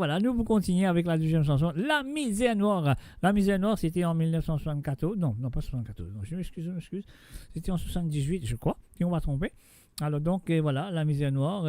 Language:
Morisyen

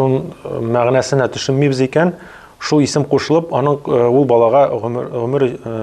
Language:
Tatar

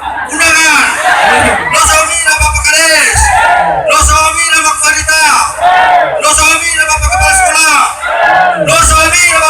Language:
Nias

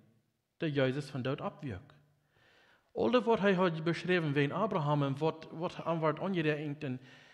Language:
Plautdietsch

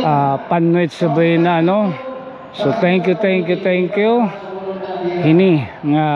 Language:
Waray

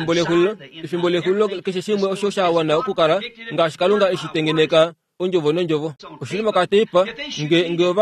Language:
Kuanyama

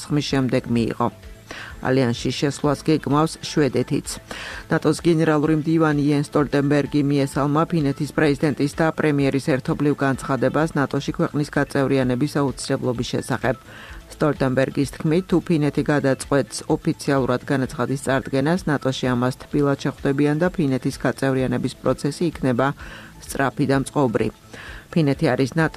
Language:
Georgian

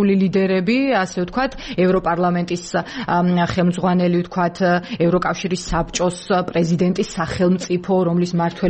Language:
Georgian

